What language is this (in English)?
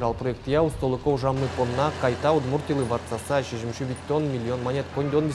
Udmurt